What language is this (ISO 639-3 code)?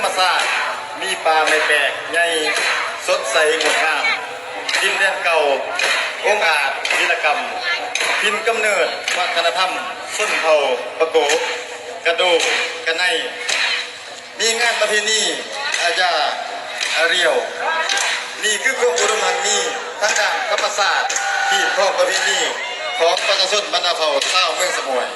lao